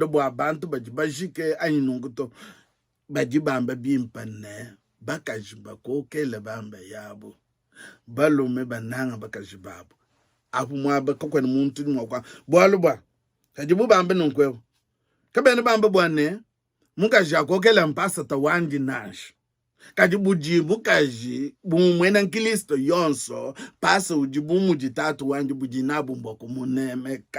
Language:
Luba-Lulua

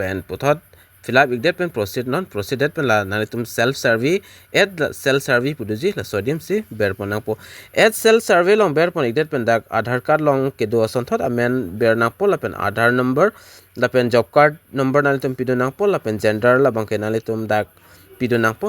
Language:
Karbi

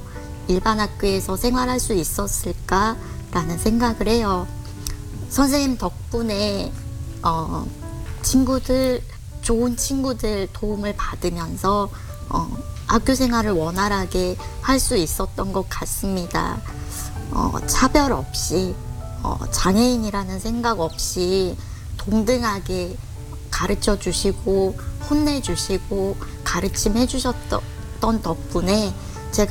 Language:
Korean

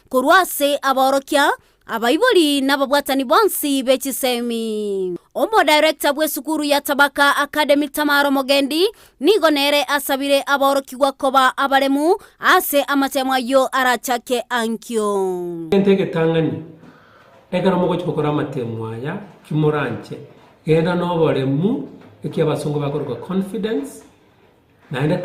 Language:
Gusii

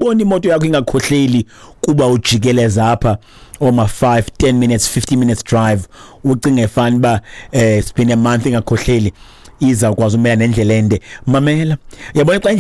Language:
Xhosa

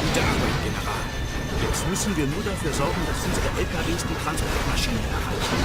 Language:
Bavarian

